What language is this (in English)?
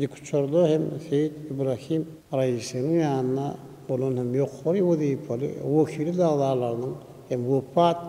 Turkmen